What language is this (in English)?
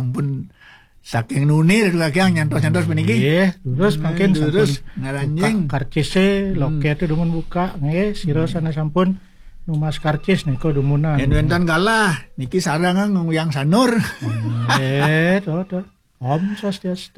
Balinese